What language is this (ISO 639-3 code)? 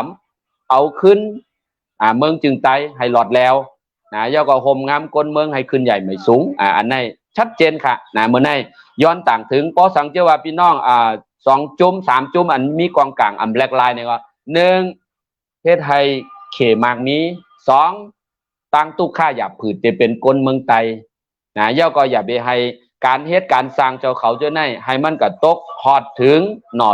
shn